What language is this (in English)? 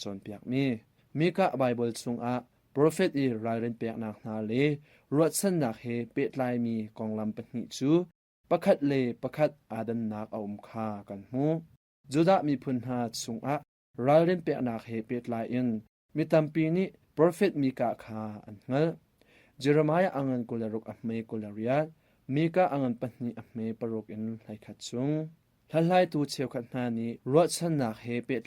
Hakha Chin